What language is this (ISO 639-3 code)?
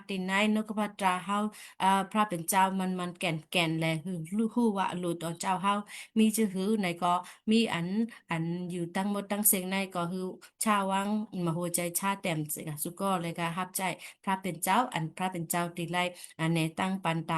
shn